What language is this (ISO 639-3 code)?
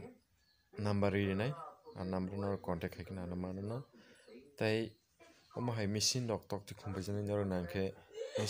trp